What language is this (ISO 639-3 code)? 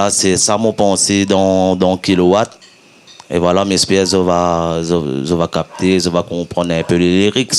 rcf